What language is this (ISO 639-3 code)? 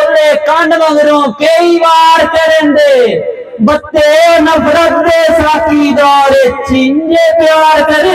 skr